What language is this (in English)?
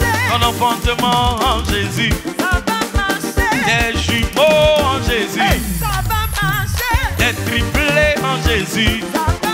French